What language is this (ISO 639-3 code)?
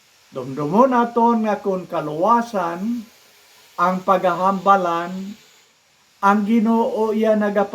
hil